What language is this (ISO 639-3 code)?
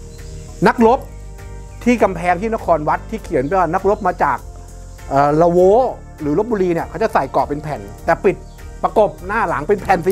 tha